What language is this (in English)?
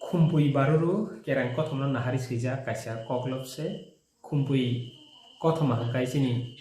Kok Borok